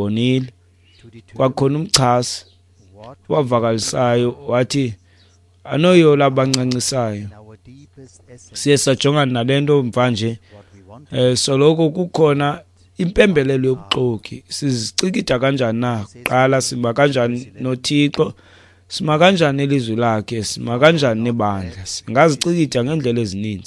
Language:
Xhosa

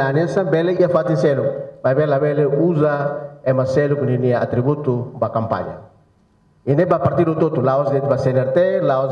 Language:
Tetum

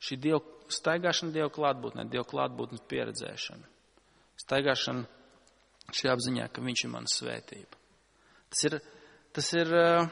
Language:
Latvian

